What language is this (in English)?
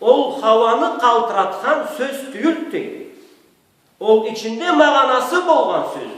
Karachay-Balkar